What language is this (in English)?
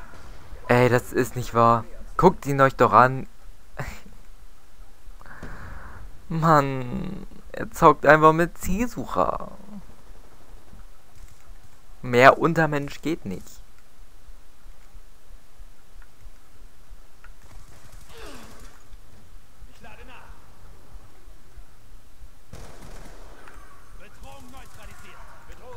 German